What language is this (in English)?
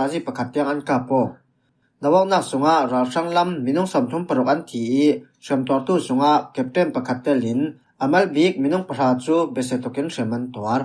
Falam Chin